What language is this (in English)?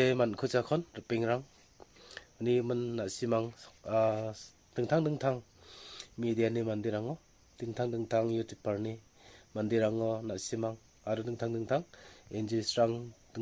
Garo